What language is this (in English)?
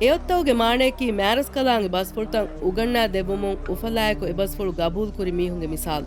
Divehi